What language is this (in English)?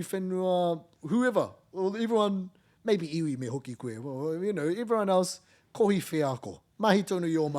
Māori